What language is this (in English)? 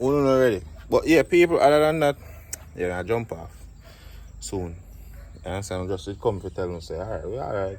Jamaican Creole English